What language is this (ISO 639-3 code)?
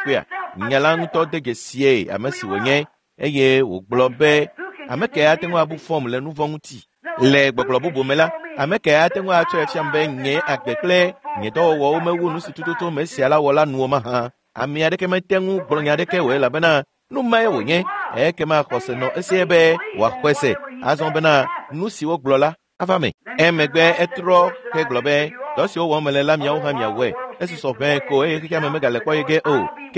ewe